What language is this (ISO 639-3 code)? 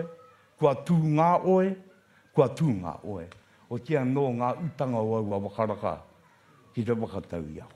mri